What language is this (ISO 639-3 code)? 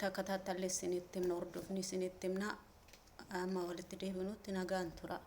orm